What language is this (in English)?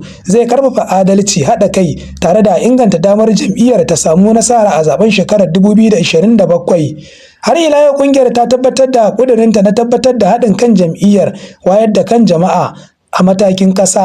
Hausa